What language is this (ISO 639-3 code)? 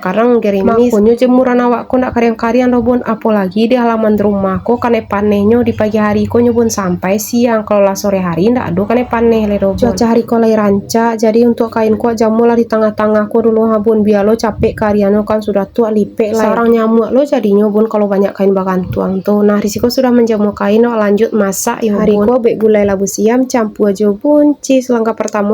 min